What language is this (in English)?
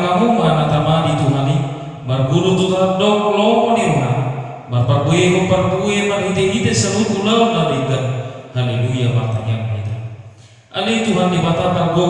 Batak Toba